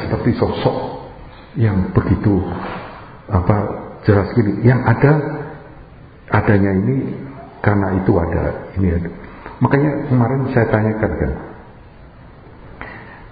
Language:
Indonesian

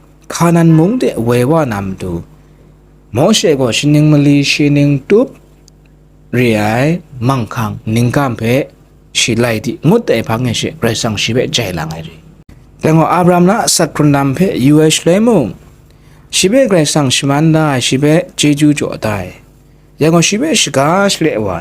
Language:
Kachin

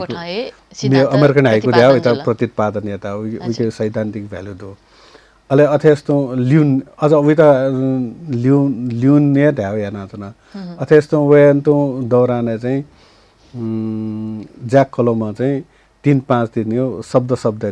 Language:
Newari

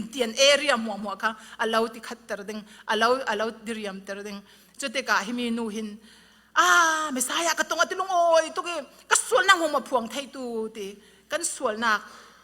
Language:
Falam Chin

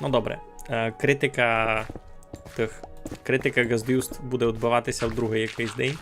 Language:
Rusyn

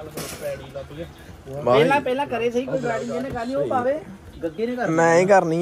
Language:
Punjabi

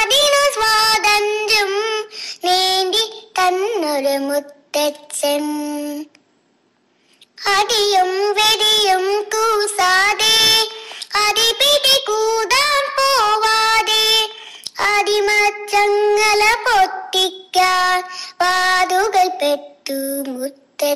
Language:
Malayalam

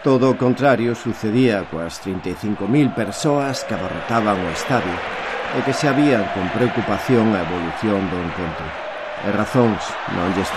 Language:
Galician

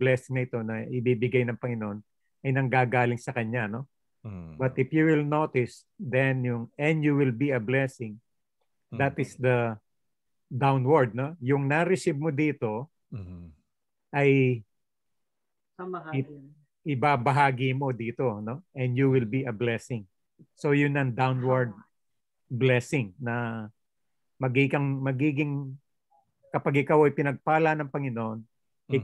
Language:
Filipino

